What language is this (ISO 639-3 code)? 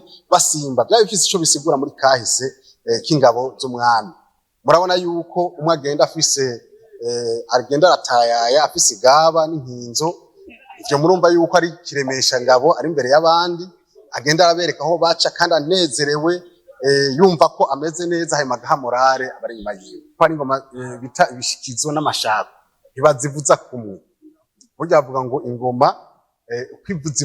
run